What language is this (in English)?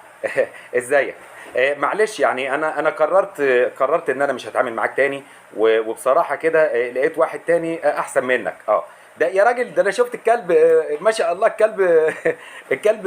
Egyptian Arabic